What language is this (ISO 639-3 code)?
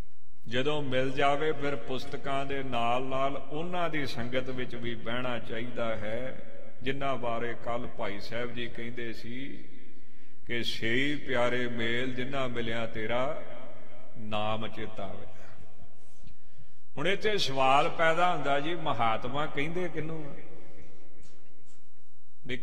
pan